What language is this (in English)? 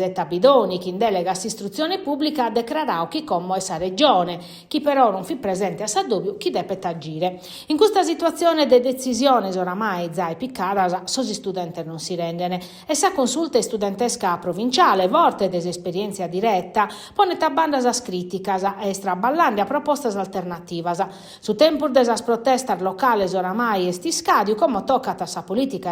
Sardinian